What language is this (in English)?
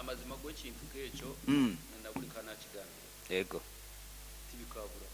Nyoro